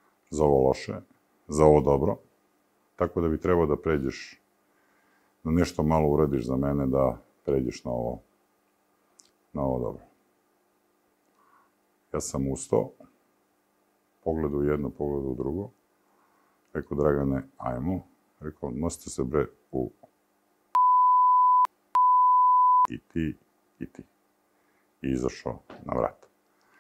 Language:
Serbian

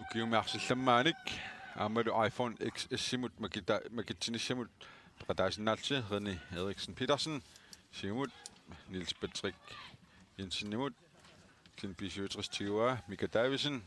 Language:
Kalaallisut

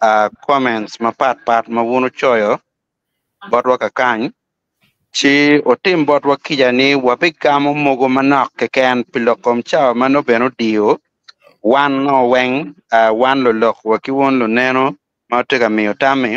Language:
Acoli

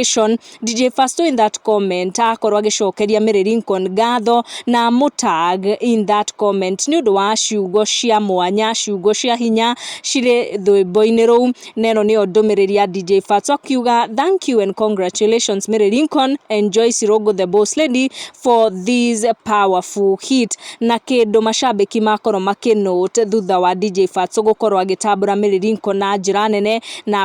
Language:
Kikuyu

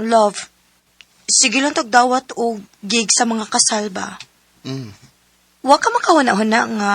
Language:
Cebuano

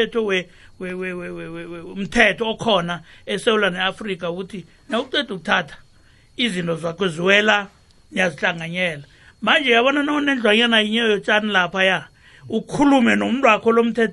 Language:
South Ndebele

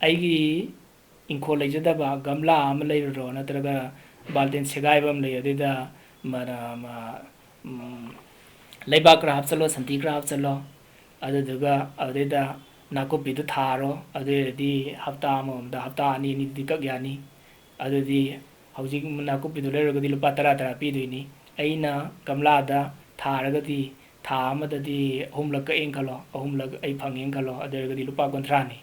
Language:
Manipuri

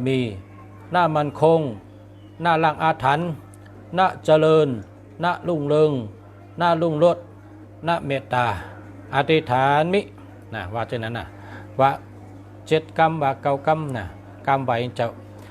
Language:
Shan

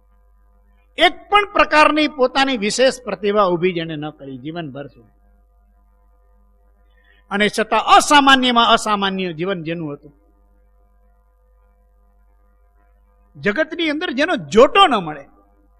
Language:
Gujarati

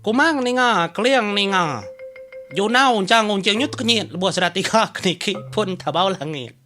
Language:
Iban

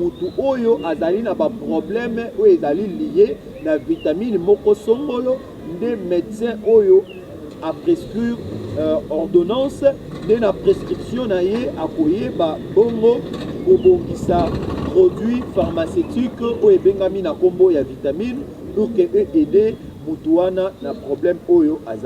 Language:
Lingala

